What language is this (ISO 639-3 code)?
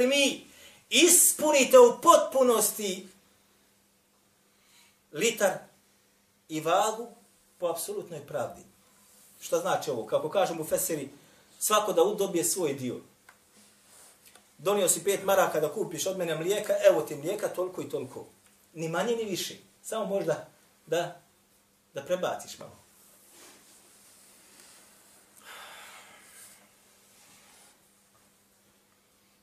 bos